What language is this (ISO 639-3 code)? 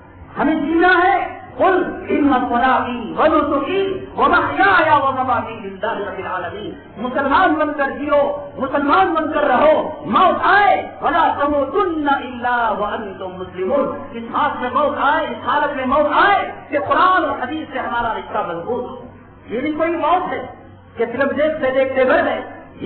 urd